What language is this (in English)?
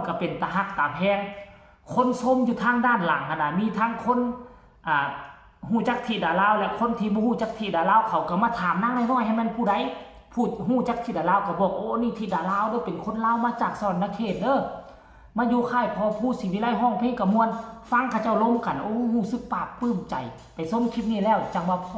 Northeastern Thai